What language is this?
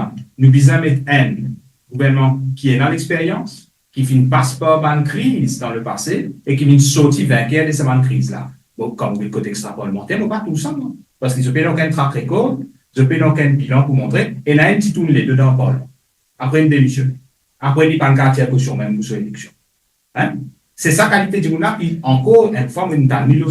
Morisyen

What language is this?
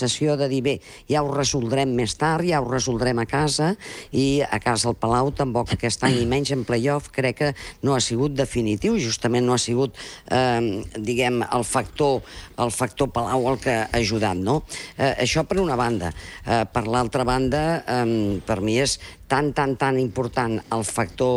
Catalan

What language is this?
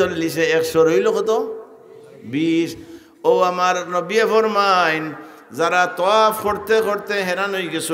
Sylheti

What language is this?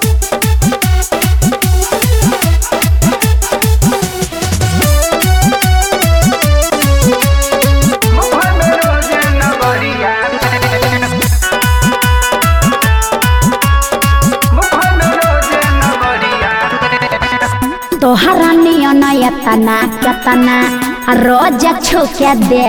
Bhojpuri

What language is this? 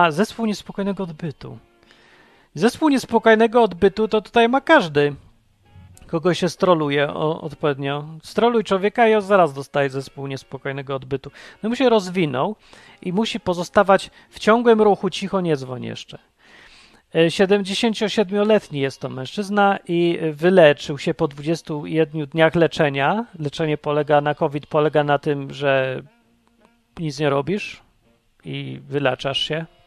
Polish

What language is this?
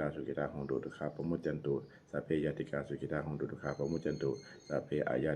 Pali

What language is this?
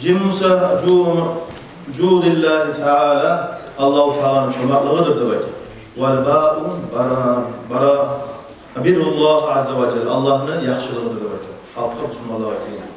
Kumyk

